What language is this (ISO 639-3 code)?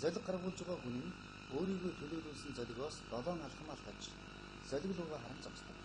mon